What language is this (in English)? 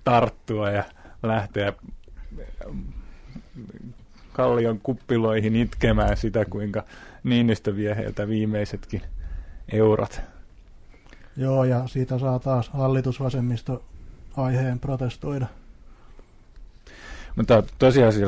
Finnish